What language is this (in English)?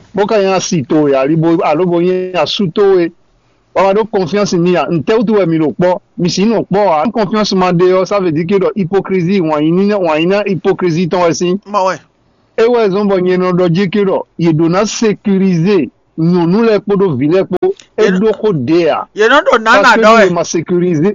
Fon